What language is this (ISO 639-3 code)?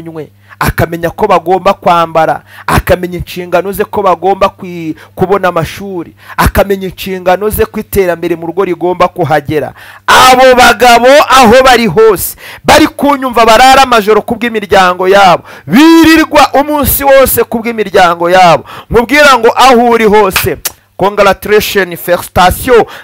kin